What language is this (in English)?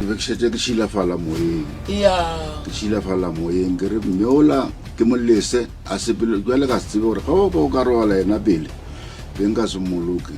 Northern Sotho